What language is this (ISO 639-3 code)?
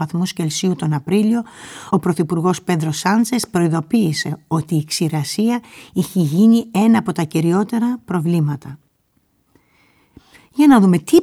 ell